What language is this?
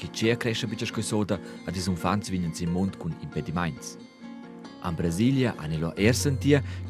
Romansh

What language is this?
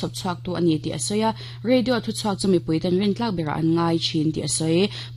Mizo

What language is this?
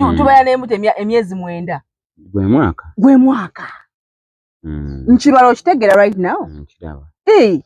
Ganda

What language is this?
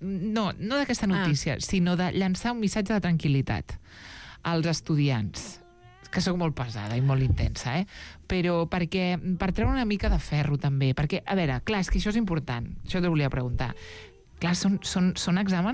Catalan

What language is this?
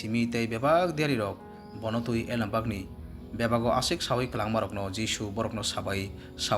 Kok Borok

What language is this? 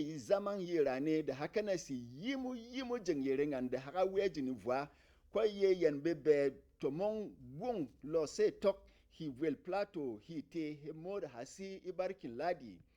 Berom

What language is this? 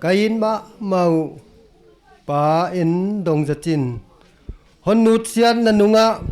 Paite Chin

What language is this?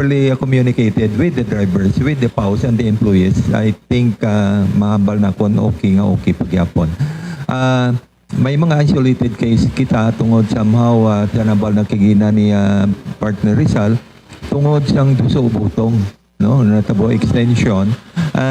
Hiligaynon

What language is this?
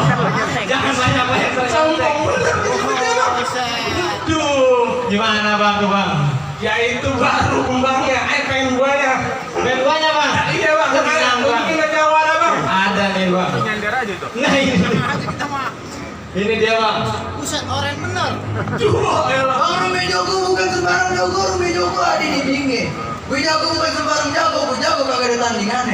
Betawi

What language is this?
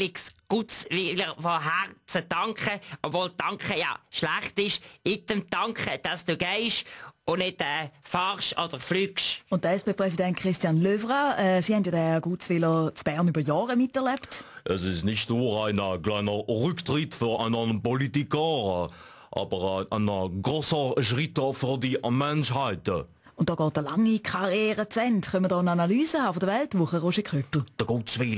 Swiss German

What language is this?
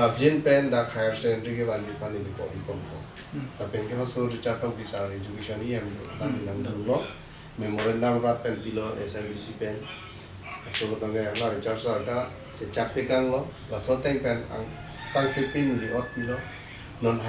Karbi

